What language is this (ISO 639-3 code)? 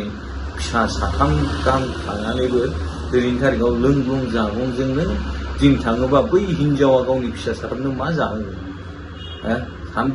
brx